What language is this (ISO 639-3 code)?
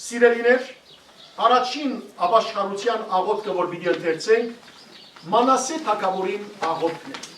hyw